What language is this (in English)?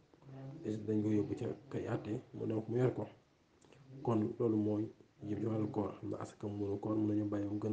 Wolof